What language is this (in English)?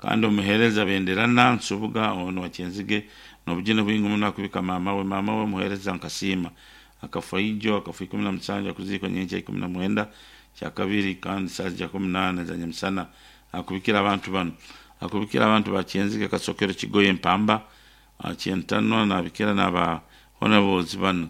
Nyankole